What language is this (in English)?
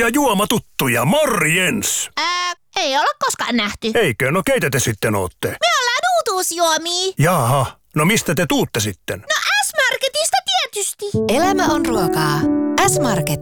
Finnish